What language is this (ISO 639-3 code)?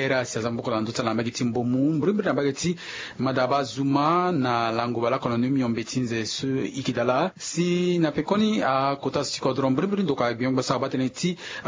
sag